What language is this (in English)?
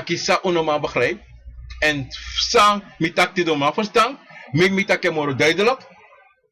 Sranan Tongo